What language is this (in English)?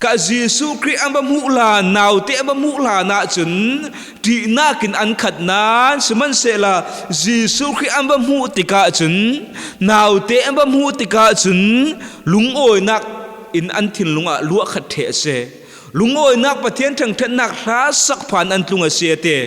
Falam Chin